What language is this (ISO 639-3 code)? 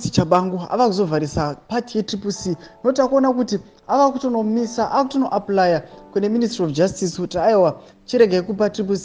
sna